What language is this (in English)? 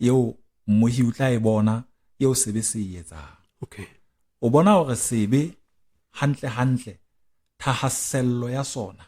Southern Sotho